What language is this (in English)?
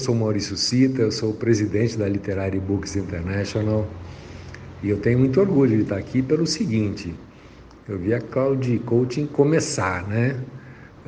Portuguese